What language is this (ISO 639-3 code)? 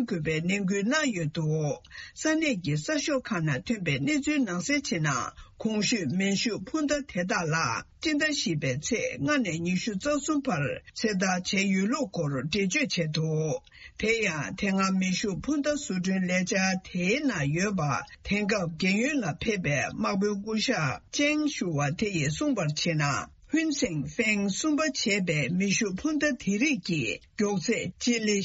bod